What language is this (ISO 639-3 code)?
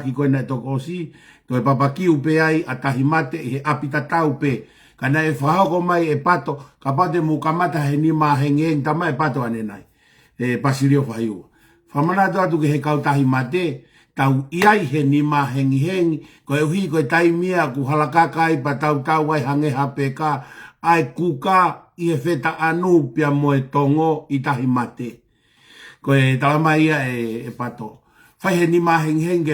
ton